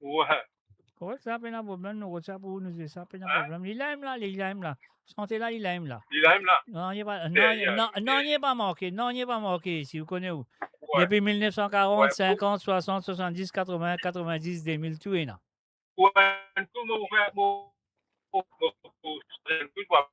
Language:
Morisyen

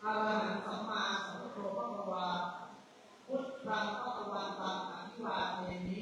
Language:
Pali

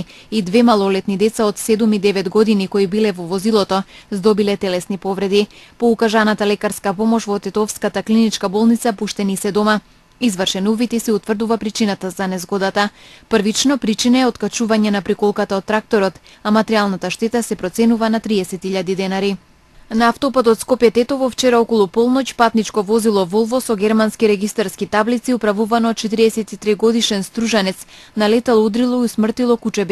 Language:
Macedonian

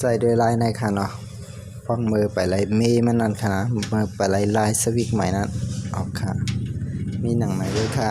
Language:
Shan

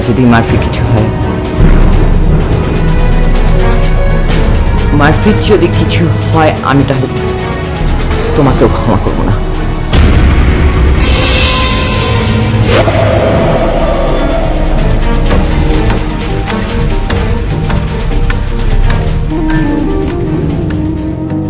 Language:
Bangla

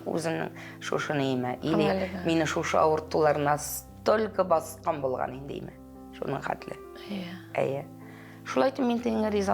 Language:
Tatar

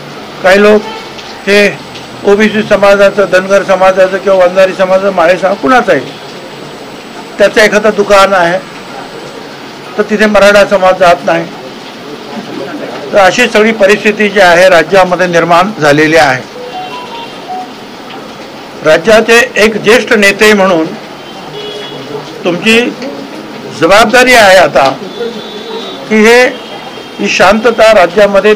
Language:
Marathi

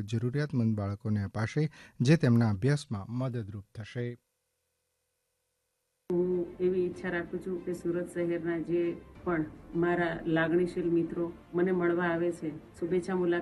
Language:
Gujarati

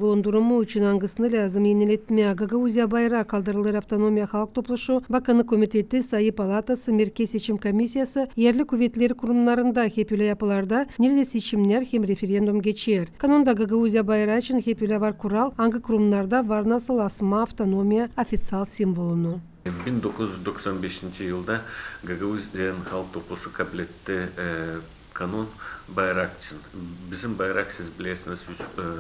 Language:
Gagauz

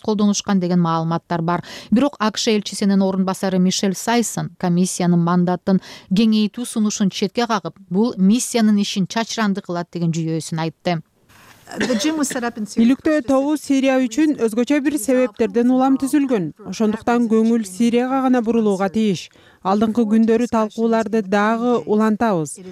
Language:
Kyrgyz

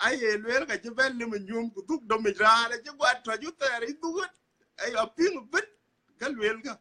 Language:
Dinka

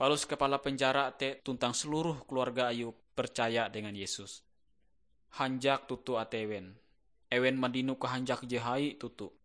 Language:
Ngaju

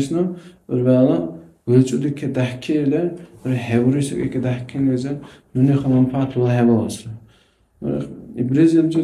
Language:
Dargwa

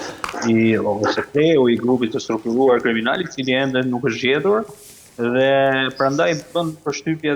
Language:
Albanian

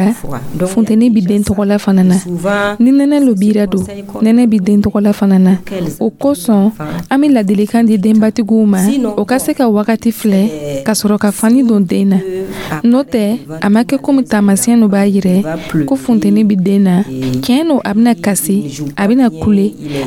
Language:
Dyula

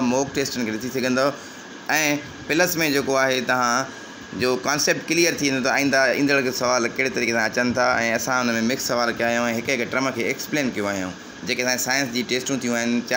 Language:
Sindhi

